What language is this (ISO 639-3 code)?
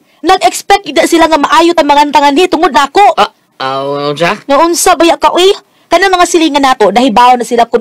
ceb